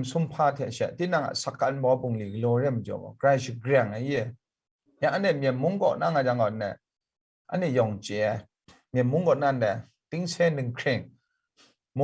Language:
Kachin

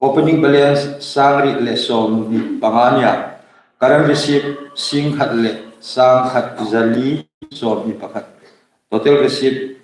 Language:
Hmar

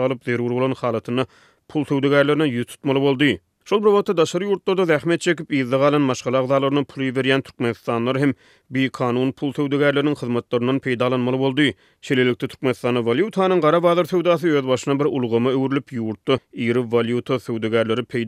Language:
Turkmen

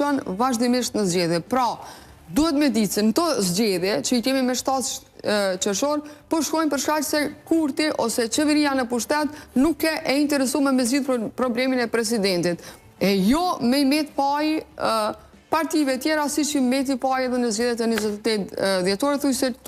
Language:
Albanian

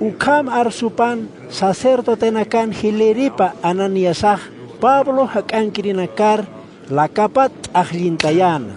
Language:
Aymara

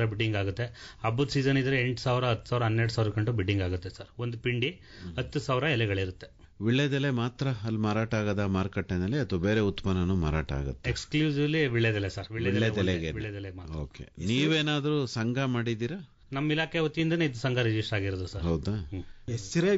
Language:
Kannada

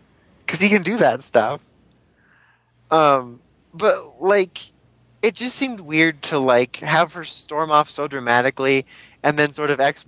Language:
English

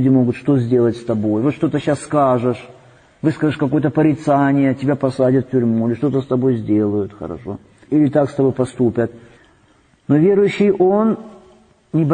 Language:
Russian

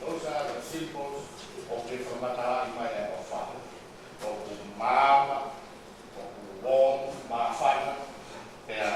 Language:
Tongan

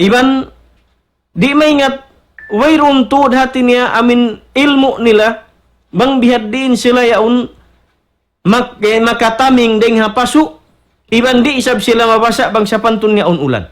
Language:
Tausug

